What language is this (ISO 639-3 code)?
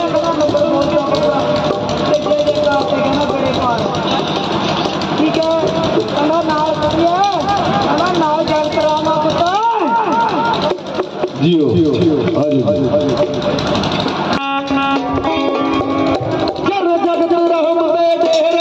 pan